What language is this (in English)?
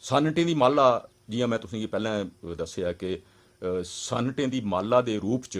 Dogri